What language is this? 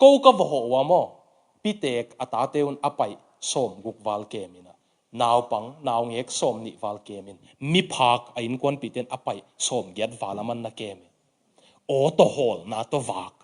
Tedim Chin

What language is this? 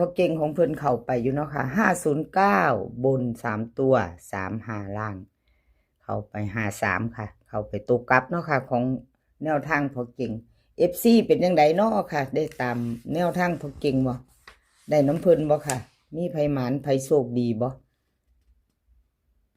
Northeastern Thai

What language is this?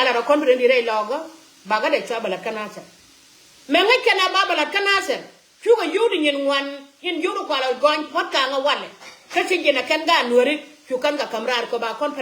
Nuer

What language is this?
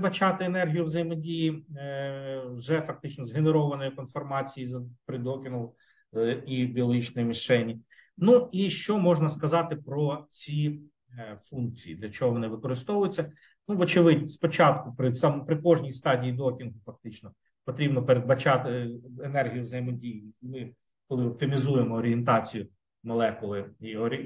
Ukrainian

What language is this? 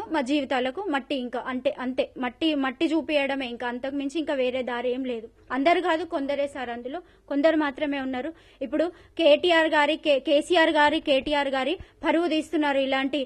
Telugu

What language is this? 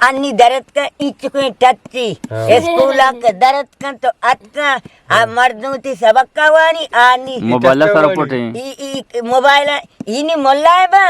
Eastern Balochi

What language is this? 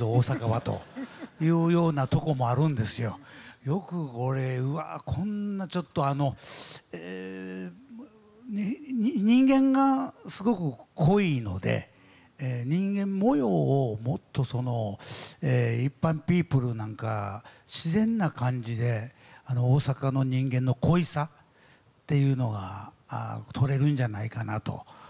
Japanese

